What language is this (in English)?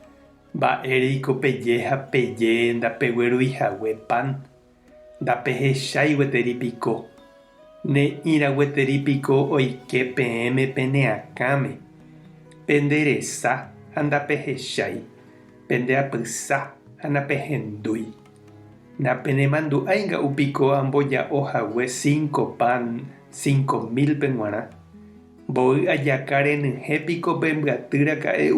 Guarani